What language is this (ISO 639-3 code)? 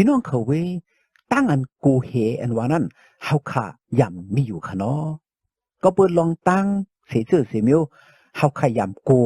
shn